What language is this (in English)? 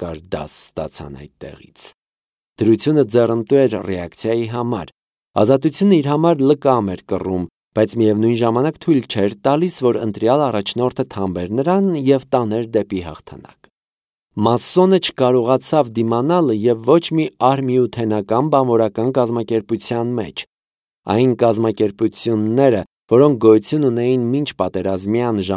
Armenian